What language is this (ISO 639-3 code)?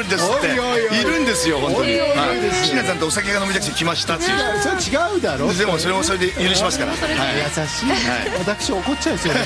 jpn